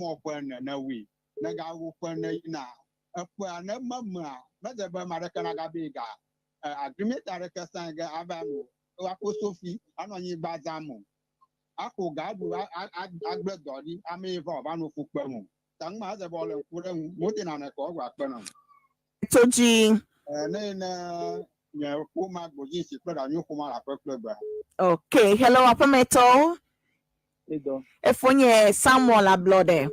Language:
Ewe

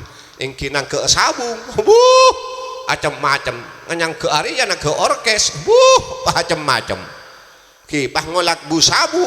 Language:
Madurese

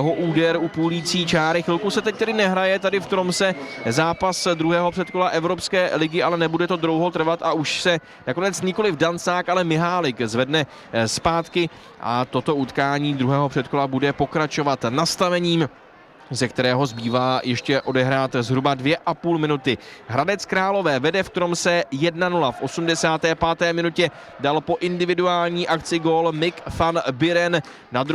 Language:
Czech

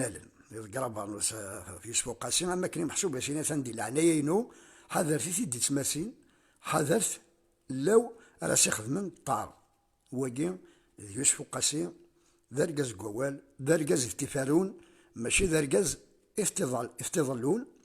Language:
Kabyle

